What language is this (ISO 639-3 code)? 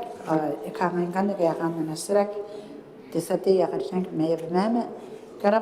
gil